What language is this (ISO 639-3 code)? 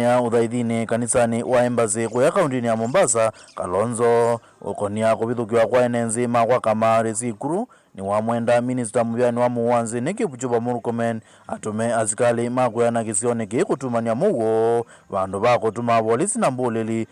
kam